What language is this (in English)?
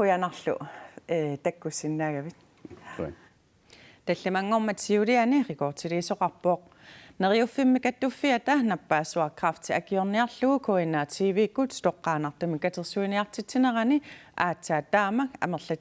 Kalaallisut